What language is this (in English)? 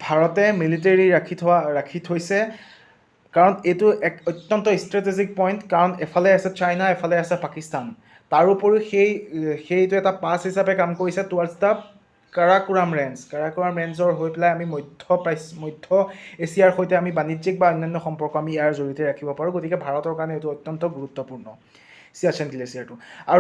Assamese